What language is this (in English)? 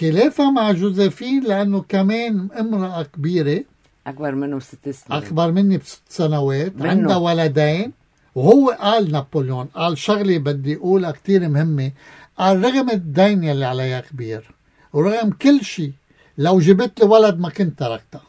North Levantine Arabic